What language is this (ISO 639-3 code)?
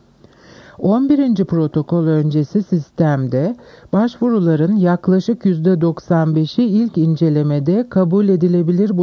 tur